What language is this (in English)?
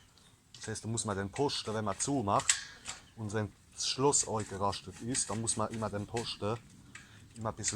Palatine German